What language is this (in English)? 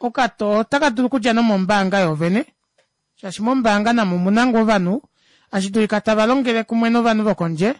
Kuanyama